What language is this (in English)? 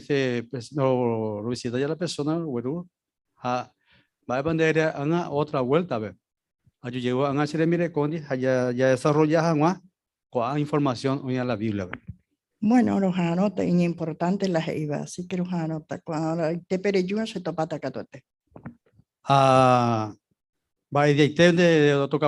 Guarani